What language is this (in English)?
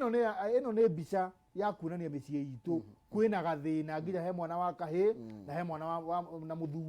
Kikuyu